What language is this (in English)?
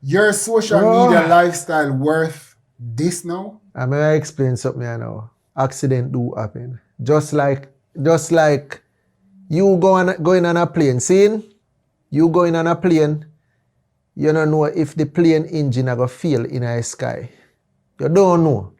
Jamaican Creole English